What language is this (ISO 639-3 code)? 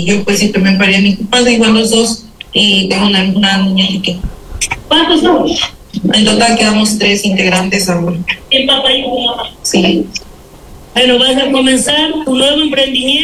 spa